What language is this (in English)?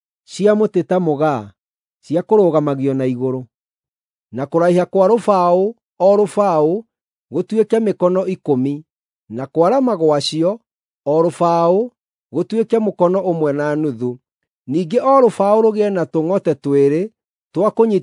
Kikuyu